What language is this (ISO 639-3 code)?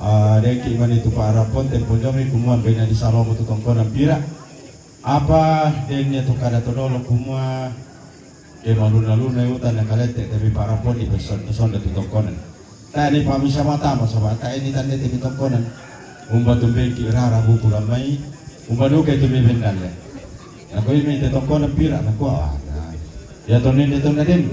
sda